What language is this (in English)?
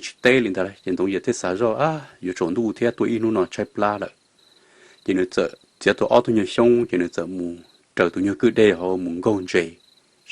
Hmong